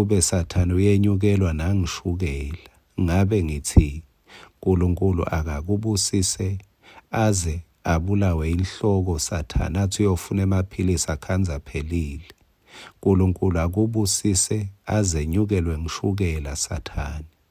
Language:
Swati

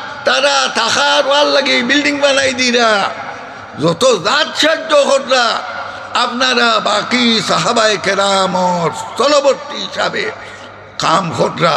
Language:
Sylheti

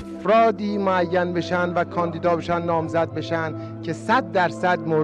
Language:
Persian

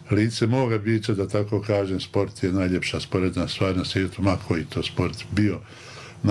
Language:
Bosnian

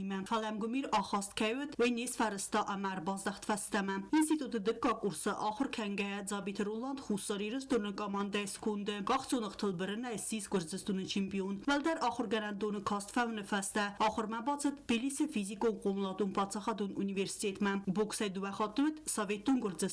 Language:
Ossetic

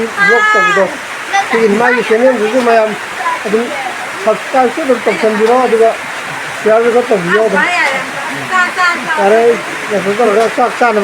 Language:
Manipuri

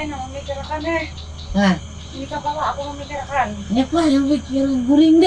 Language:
Banjar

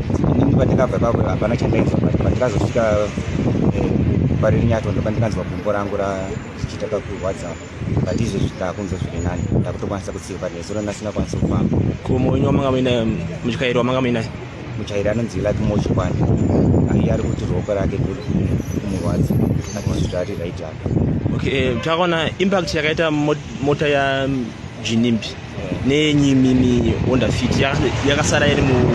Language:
Shona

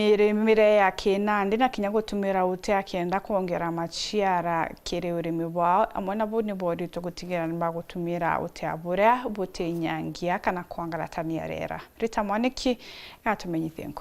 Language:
Meru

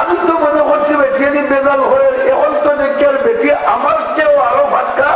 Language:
Sylheti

